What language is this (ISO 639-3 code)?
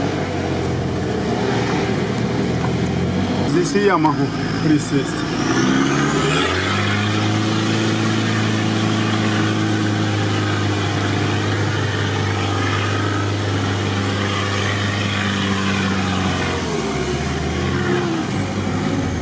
rus